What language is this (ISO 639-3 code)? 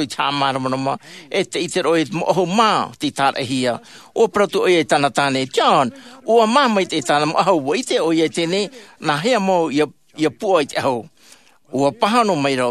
tah